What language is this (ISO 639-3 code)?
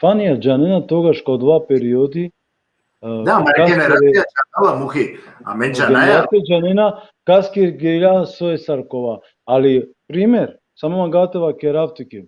rmn